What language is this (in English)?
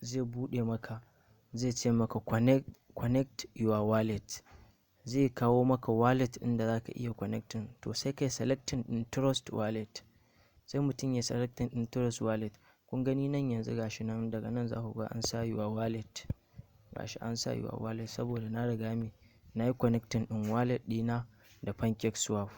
Hausa